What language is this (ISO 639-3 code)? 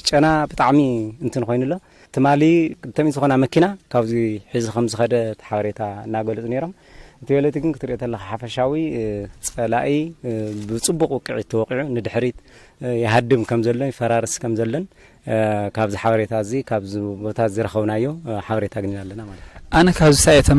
tir